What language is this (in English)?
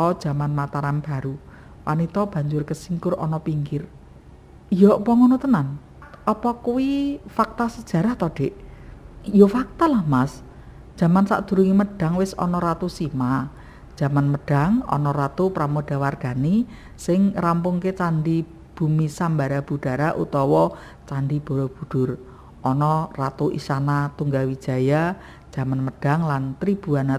Javanese